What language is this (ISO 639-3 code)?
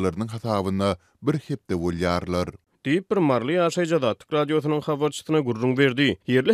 tuk